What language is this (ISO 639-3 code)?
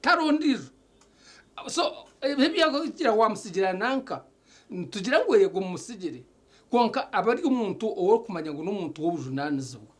nyn